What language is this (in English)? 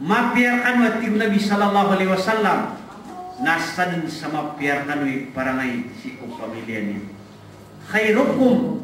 Maranao